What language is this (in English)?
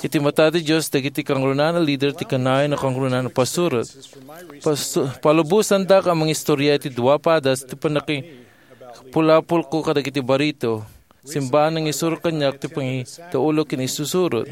Iloko